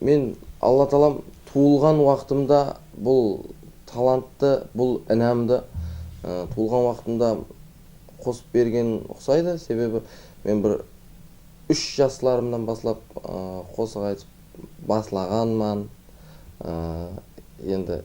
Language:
Kara-Kalpak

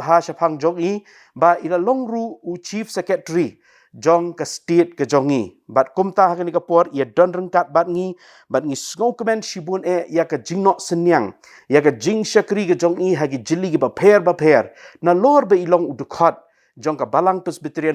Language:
Khasi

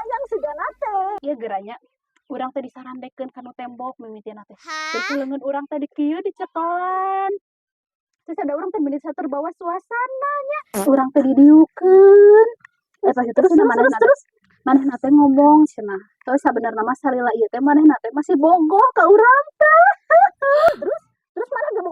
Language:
Sundanese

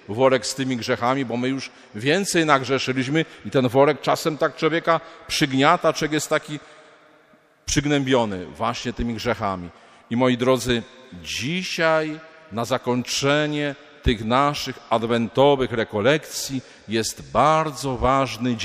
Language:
Polish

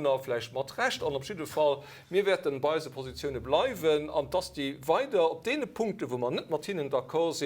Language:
Luxembourgish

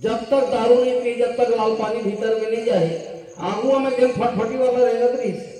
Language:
Chhattisgarhi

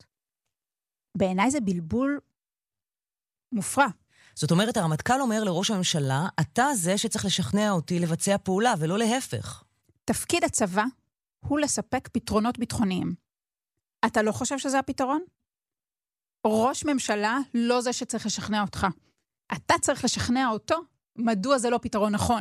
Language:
Hebrew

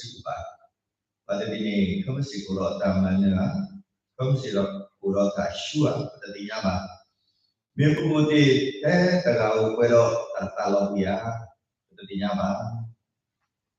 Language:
S'gaw Karen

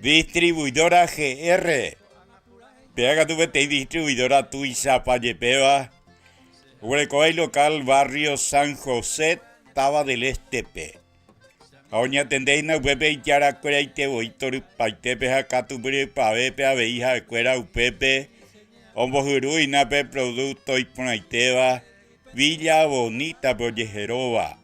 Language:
Guarani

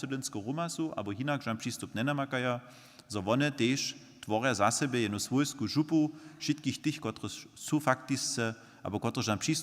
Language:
Upper Sorbian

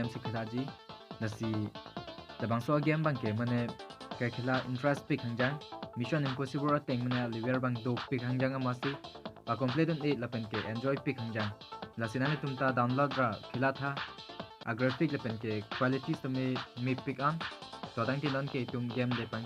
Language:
Karbi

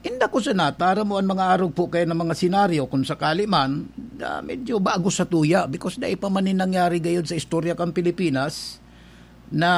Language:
Bikol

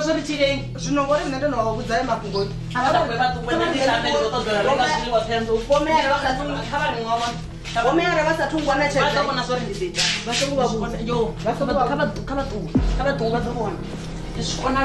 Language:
Venda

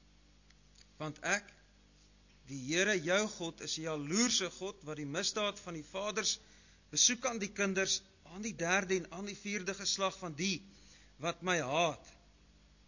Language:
Afrikaans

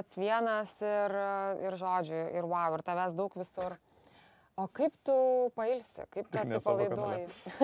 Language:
Lithuanian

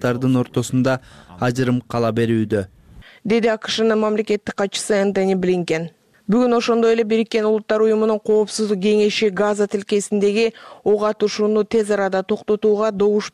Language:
Kyrgyz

